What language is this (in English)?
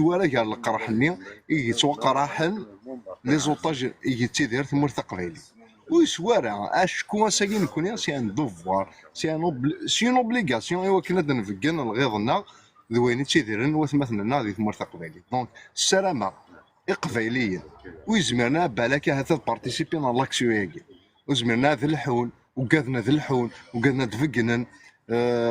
Kabyle